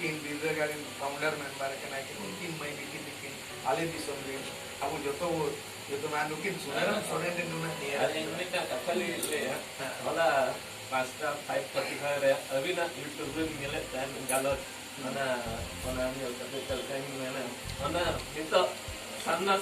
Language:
Santali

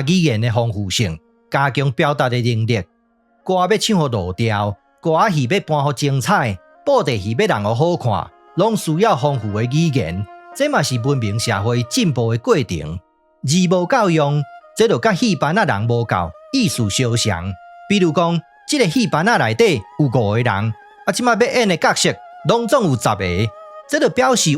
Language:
Min Nan Chinese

